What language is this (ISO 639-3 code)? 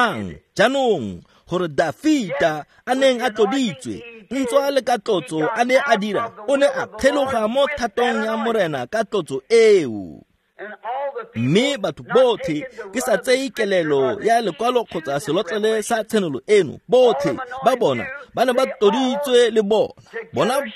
tsn